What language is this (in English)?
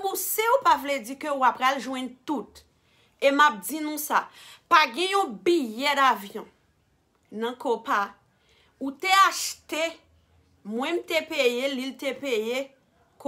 Haitian Creole